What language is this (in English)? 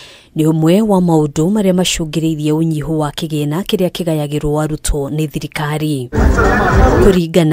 Kikuyu